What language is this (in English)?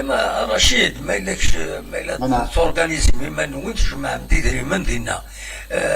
Kabyle